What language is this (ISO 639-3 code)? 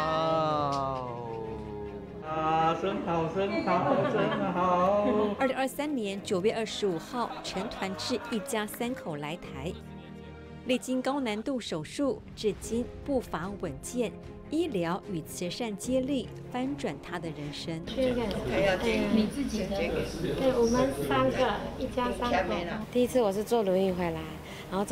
zho